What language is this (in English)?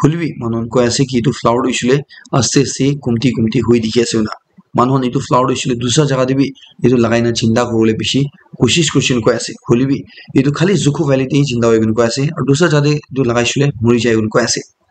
Naga Pidgin